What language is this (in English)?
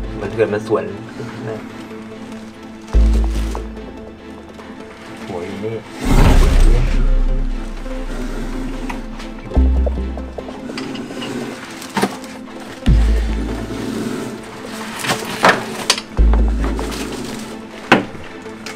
Thai